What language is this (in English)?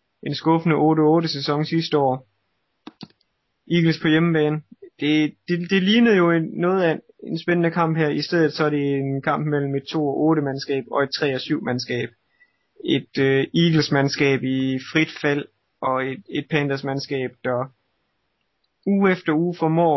Danish